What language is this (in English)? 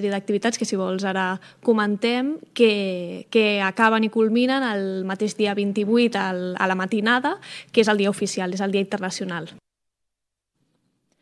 Catalan